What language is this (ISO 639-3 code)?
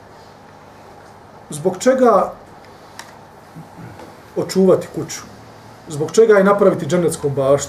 bos